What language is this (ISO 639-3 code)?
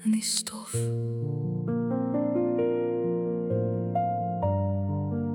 afr